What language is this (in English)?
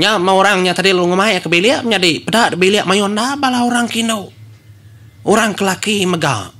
Iban